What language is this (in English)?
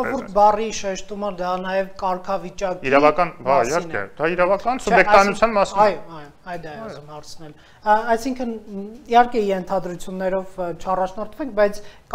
Armenian